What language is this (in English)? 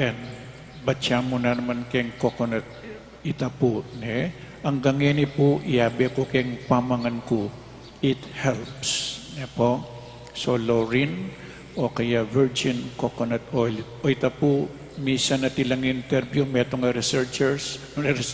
Pampanga